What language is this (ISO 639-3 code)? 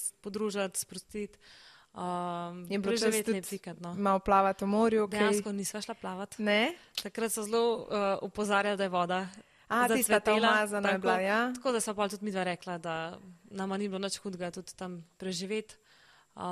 slv